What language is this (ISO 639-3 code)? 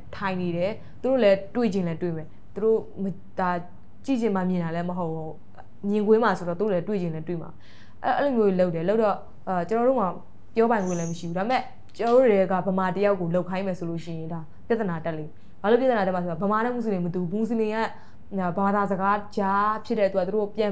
mya